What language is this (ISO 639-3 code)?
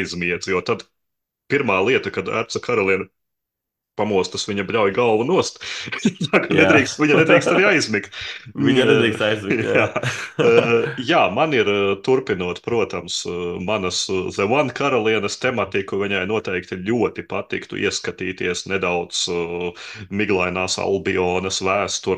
lav